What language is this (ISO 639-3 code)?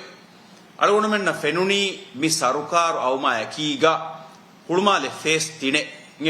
div